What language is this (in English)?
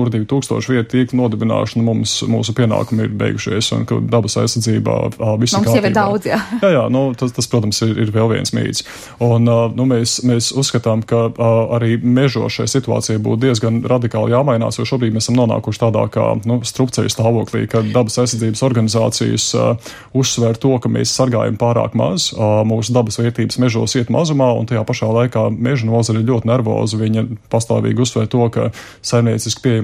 Latvian